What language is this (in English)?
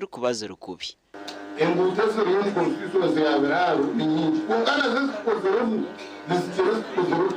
Nyankole